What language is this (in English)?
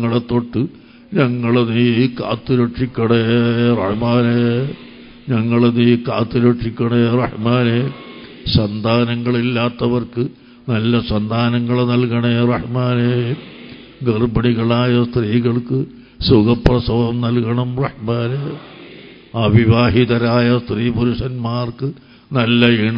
Malayalam